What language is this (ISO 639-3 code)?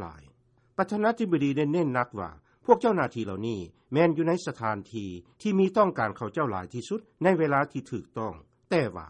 lao